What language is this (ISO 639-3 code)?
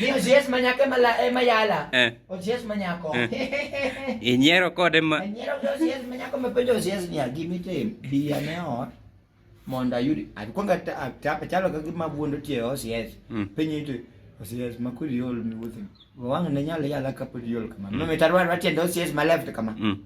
luo